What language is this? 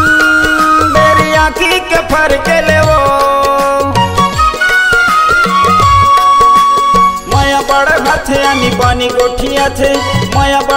Chhattisgarhi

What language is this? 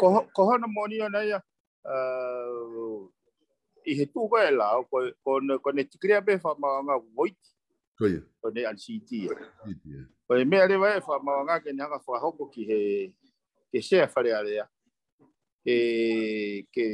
Tongan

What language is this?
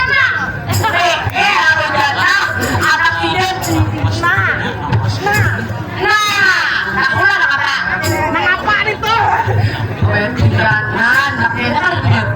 Banjar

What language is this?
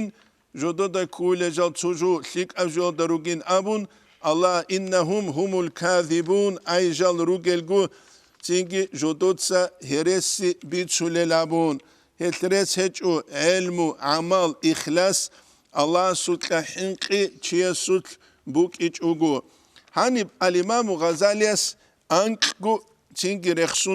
Avaric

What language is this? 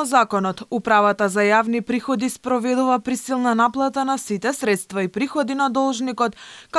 Macedonian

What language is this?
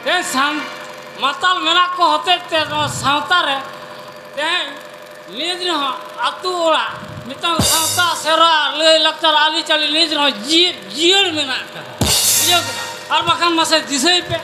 Santali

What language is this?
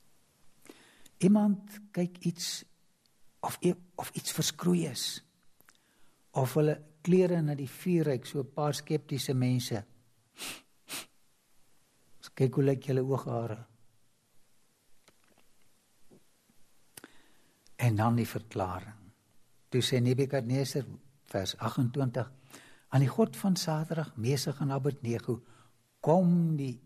Afrikaans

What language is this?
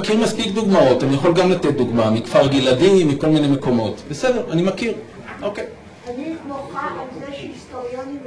Hebrew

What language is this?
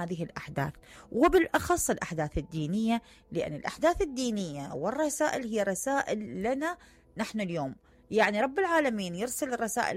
Mesopotamian Arabic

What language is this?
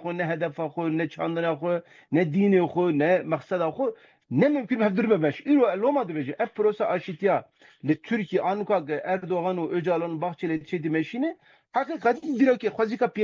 Kurdish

